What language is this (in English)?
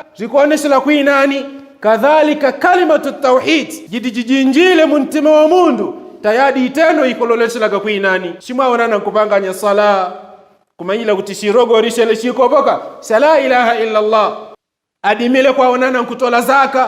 Yao